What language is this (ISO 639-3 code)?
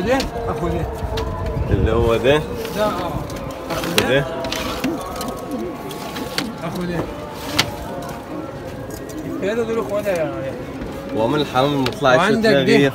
arz